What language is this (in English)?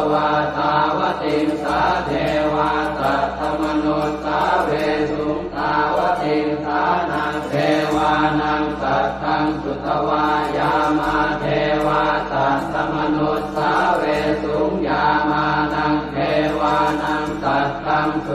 Pali